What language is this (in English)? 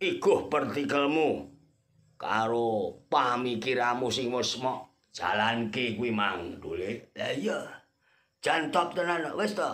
Javanese